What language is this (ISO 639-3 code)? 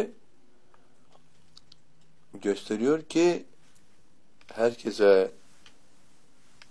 tur